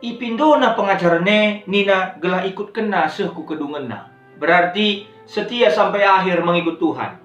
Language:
Batak Karo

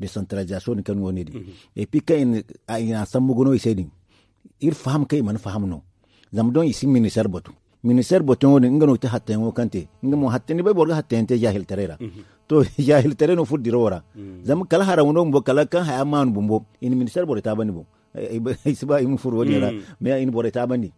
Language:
Zarma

